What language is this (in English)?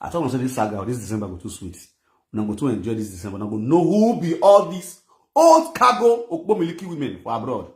Nigerian Pidgin